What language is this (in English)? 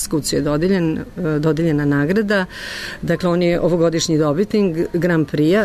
Serbian